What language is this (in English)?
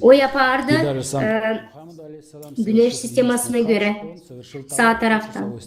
Gagauz